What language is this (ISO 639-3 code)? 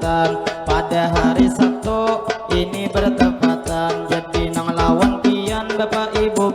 bjn